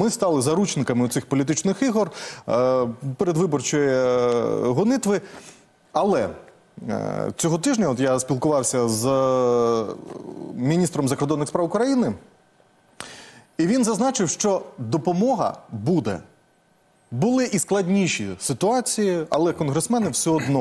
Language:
Ukrainian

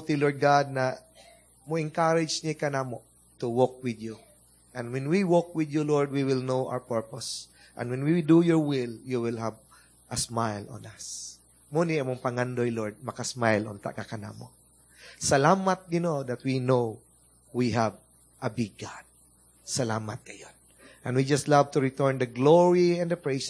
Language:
Cebuano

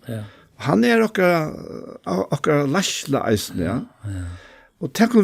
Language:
Faroese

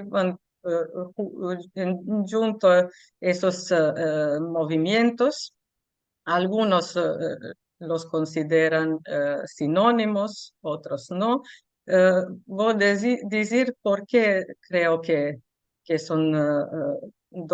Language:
Ladino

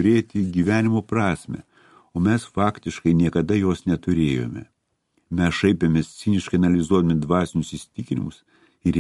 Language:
Lithuanian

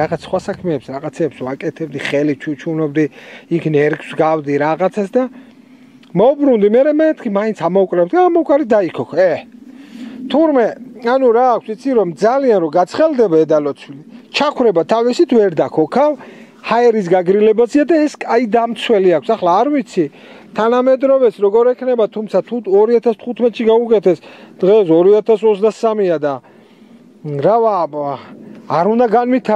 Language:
Georgian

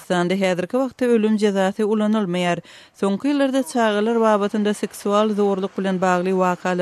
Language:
Turkmen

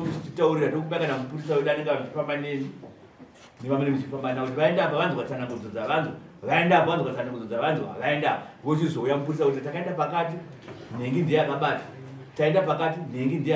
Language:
Shona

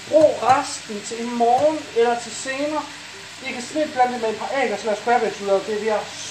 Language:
Danish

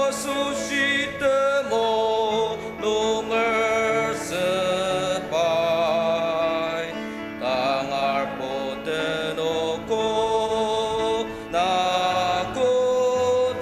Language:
Ao Naga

